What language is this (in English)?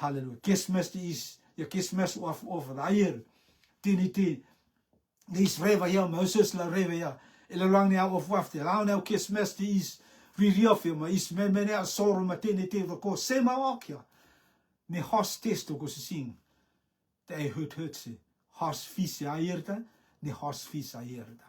Rotuman